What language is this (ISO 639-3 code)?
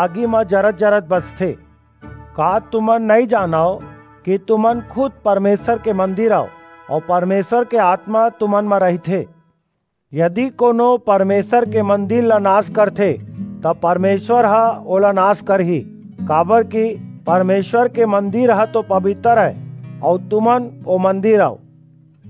hne